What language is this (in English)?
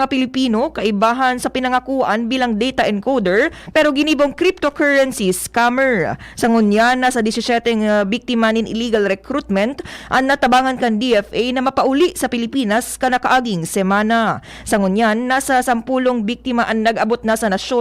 Bikol